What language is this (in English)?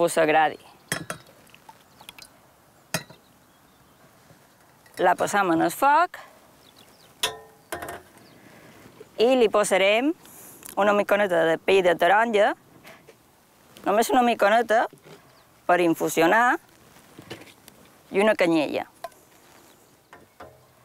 Catalan